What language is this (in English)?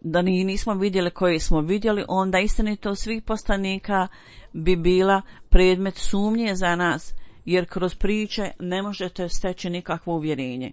Bosnian